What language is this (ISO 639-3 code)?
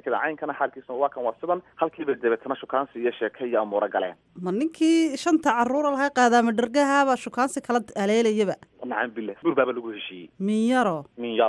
som